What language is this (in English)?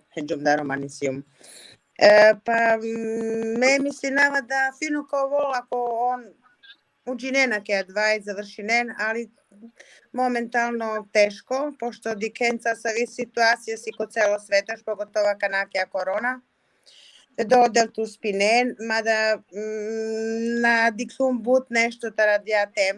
Balkan Romani